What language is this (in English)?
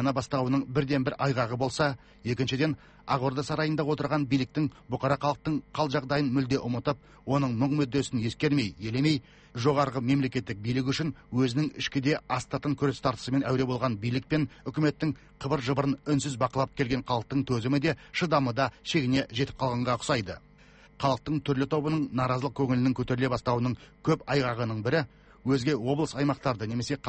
Kazakh